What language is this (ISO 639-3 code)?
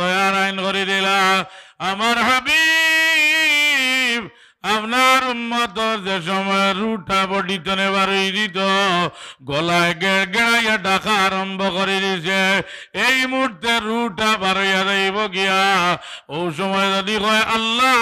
syl